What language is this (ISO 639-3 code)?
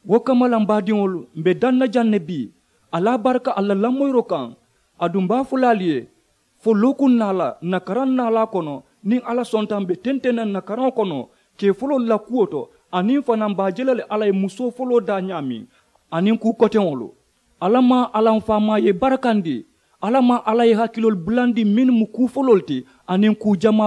man